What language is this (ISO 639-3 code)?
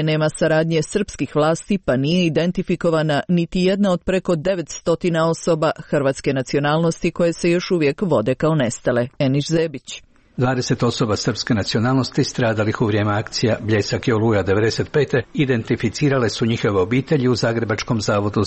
hrv